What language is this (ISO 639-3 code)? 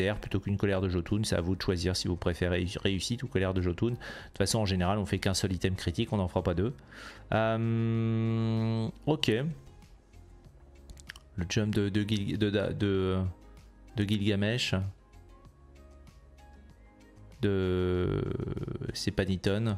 fra